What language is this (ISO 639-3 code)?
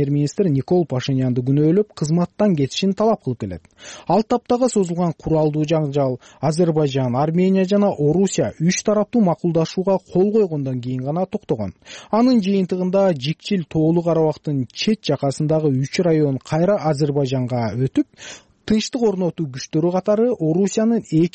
kir